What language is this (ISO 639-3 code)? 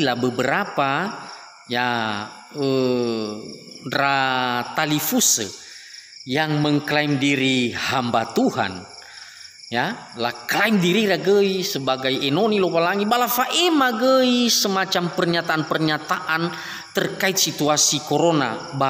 nia